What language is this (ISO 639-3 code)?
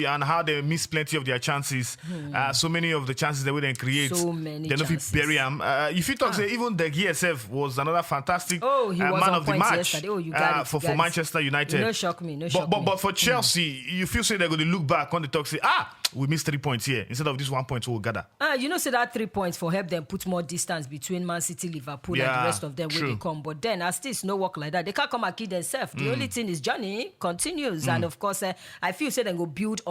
pcm